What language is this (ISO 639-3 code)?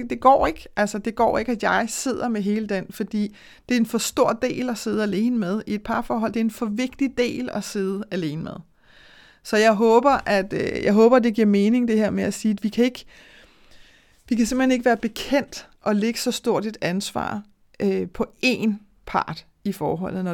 dan